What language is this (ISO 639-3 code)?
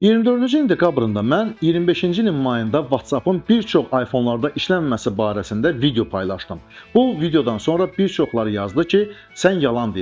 aze